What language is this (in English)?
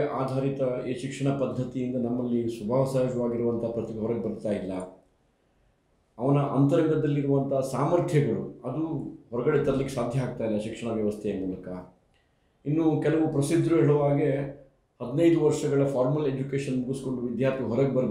Kannada